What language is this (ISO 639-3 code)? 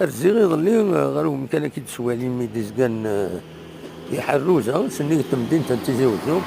kab